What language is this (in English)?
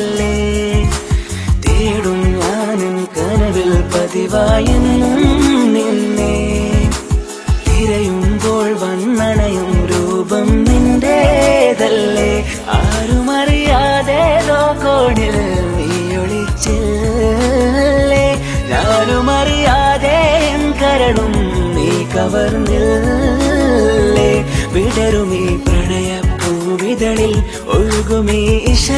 Malayalam